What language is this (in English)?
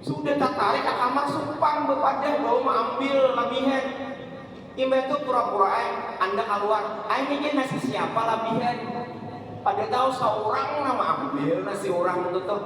Banjar